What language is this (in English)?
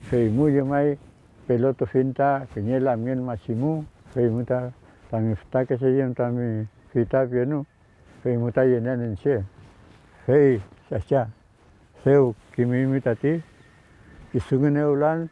Mapuche